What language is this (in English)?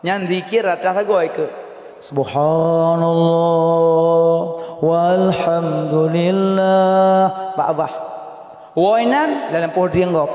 Achinese